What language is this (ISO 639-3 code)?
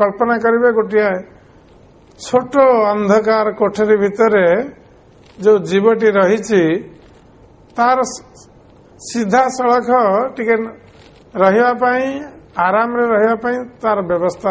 ori